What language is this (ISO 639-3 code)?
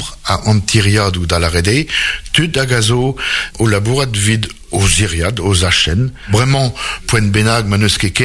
bre